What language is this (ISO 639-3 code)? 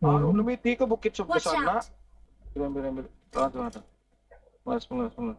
bjn